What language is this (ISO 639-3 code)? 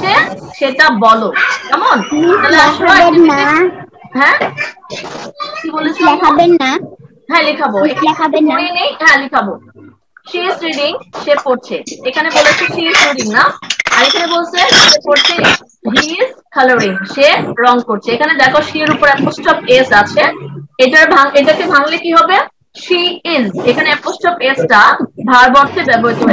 ben